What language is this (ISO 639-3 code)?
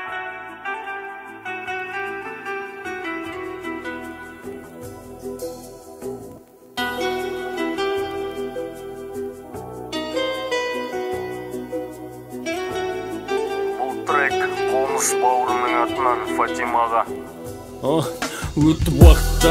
kaz